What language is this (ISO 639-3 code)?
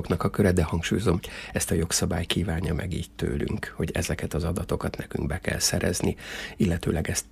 hun